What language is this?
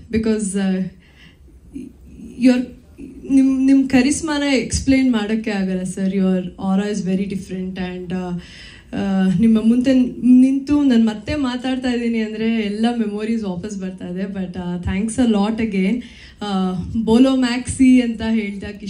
Kannada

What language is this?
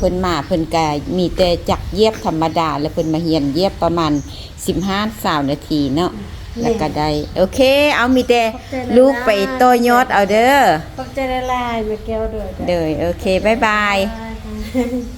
Lao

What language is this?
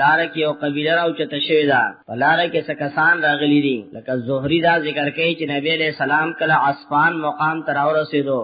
Pashto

